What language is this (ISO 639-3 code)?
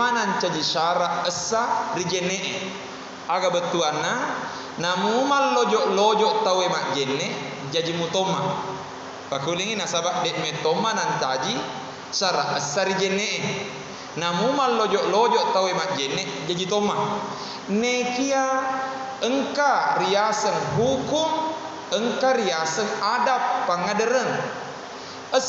bug